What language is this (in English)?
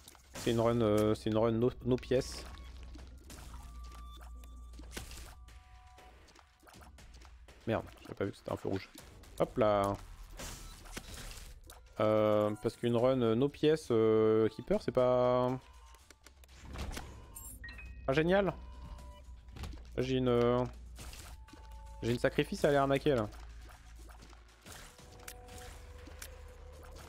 French